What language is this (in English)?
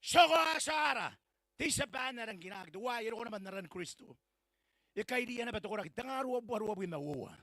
Gilbertese